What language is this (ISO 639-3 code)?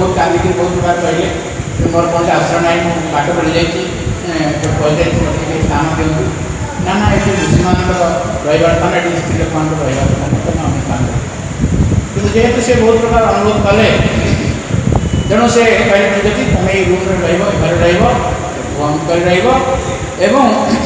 ori